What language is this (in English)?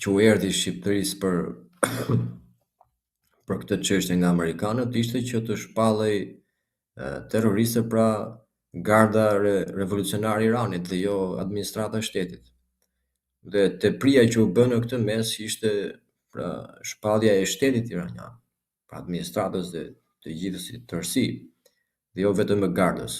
Albanian